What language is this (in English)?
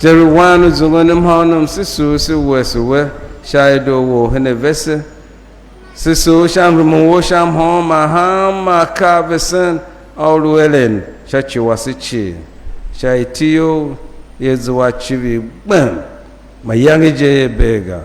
Tiv